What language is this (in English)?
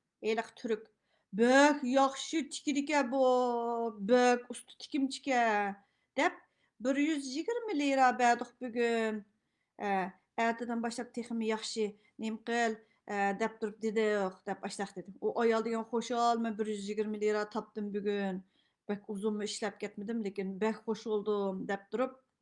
Uyghur